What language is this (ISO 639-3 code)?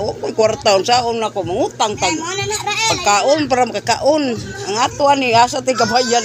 ceb